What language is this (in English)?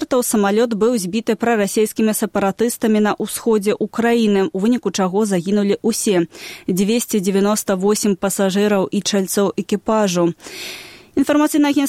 Belarusian